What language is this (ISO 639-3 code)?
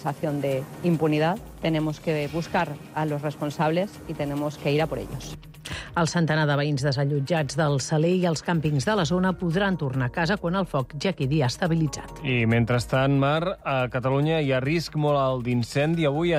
cat